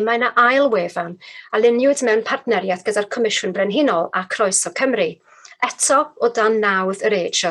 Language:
Welsh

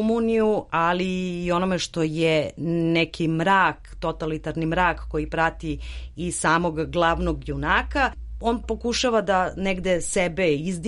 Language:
Serbian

